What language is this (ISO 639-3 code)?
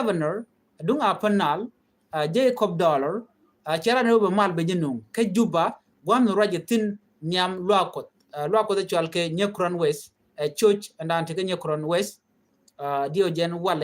nus